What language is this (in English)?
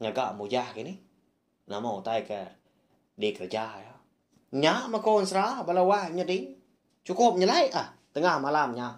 Iban